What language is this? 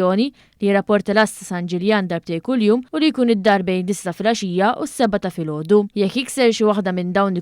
Maltese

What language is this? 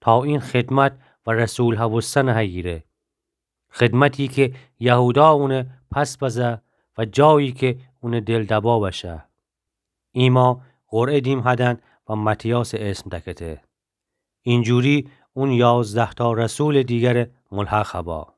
Gilaki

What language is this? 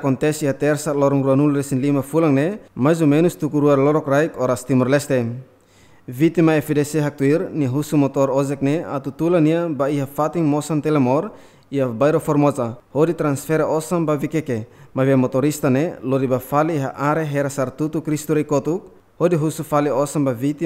Tetum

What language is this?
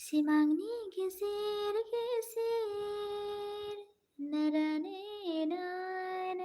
Bodo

